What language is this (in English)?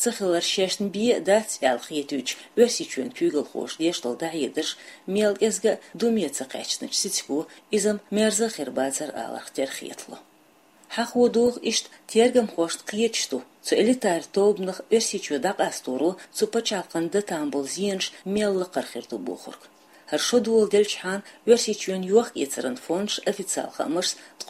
Chechen